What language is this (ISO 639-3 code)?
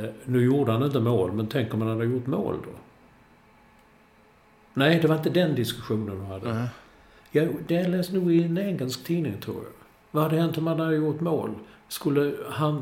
swe